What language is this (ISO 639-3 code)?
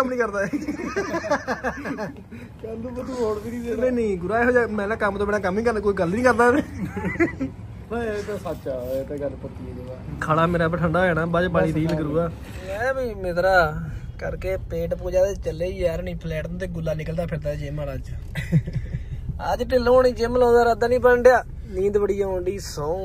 pan